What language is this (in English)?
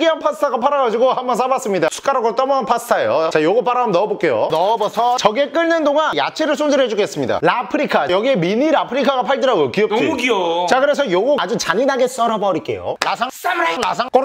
Korean